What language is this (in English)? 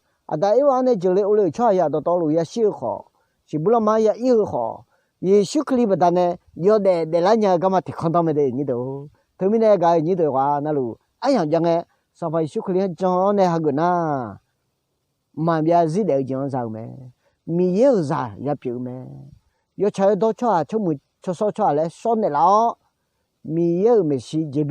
Akha